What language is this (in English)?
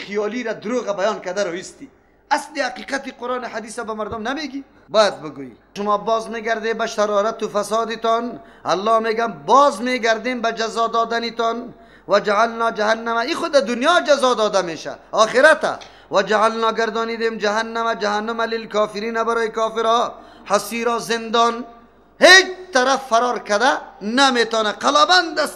Persian